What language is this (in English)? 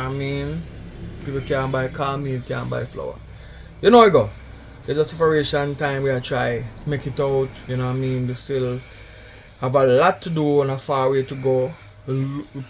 Jamaican Creole English